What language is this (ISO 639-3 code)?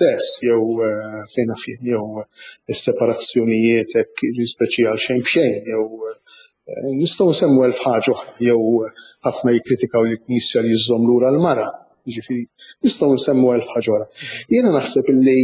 mlt